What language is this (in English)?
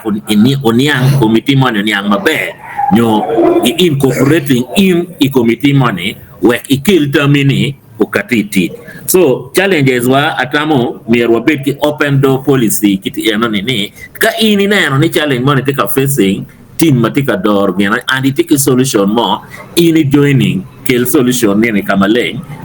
Acoli